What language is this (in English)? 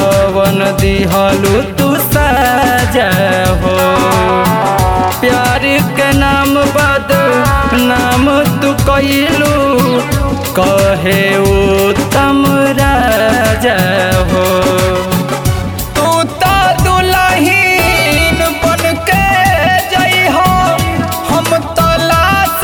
Bhojpuri